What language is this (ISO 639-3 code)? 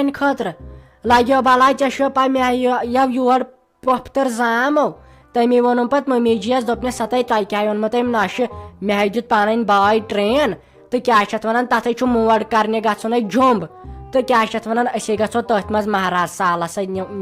kas